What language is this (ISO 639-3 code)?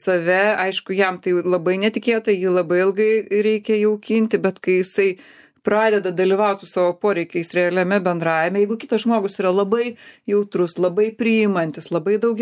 lit